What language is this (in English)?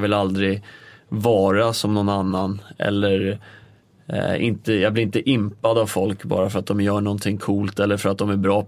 Swedish